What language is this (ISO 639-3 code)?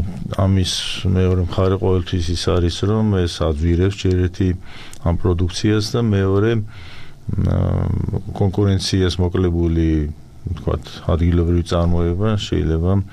kat